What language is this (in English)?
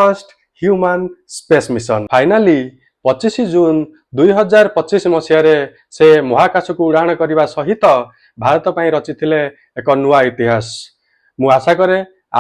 Odia